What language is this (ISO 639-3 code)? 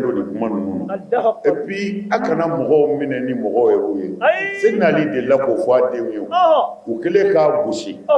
bam